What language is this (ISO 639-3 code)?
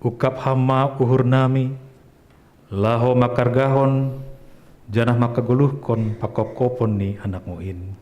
bts